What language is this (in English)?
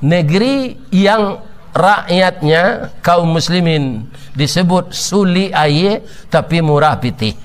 Minangkabau